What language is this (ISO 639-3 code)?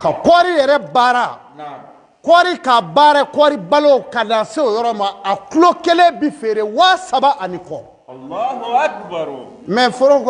bam